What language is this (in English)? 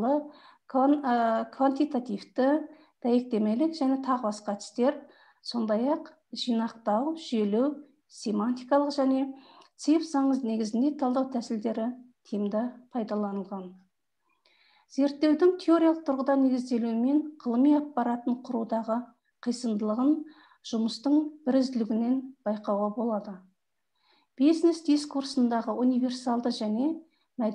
Kazakh